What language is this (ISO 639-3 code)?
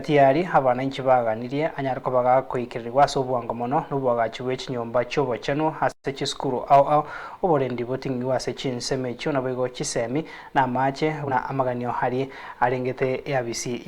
guz